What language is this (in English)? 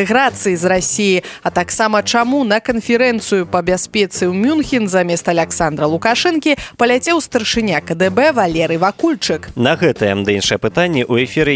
Belarusian